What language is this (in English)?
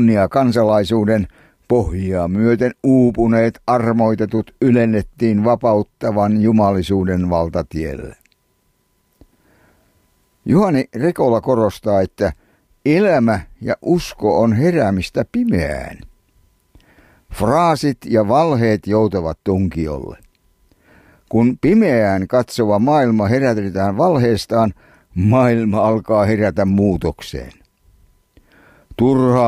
Finnish